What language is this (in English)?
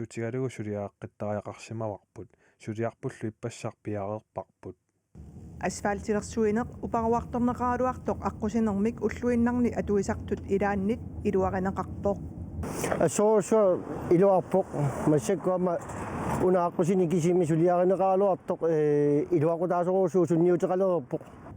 Kalaallisut